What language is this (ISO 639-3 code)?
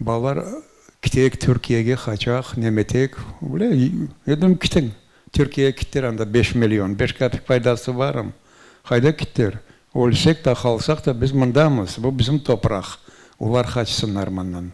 crh